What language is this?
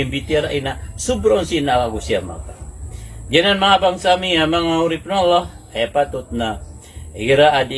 Maranao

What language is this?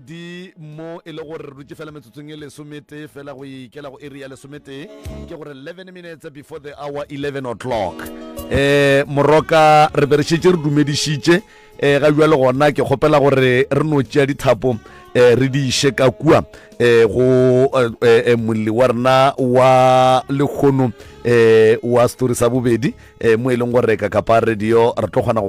Northern Sotho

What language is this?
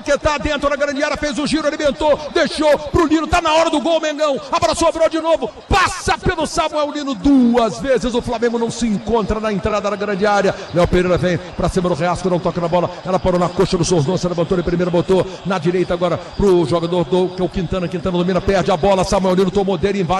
Portuguese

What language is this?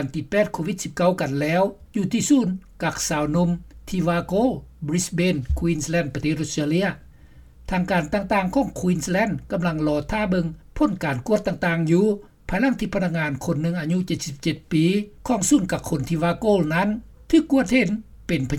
Lao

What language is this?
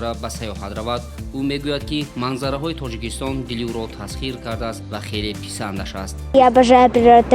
Tajik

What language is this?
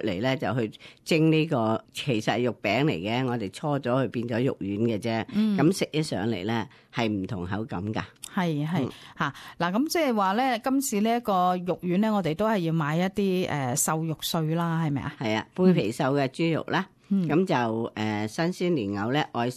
Cantonese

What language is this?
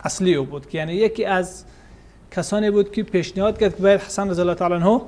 Persian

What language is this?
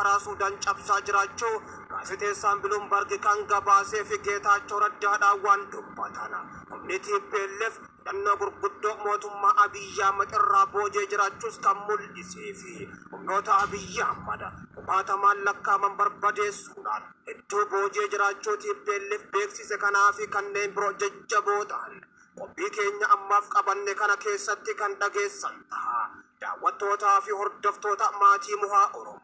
Oromo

